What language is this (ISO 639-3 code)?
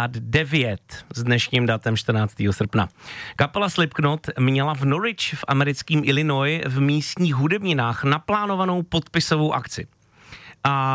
ces